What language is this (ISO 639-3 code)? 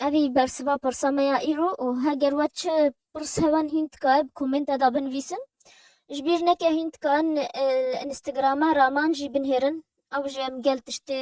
kur